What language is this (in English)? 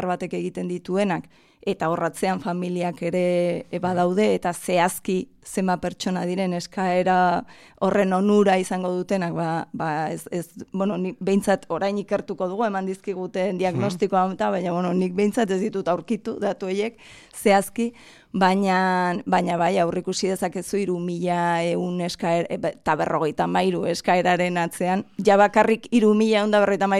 Basque